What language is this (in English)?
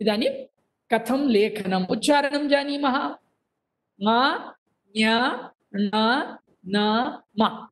Sanskrit